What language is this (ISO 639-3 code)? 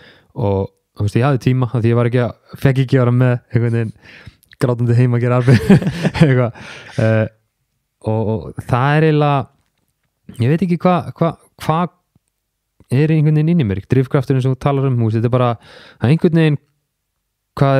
isl